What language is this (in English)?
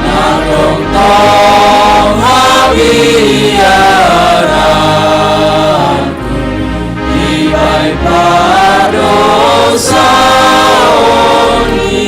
Batak Simalungun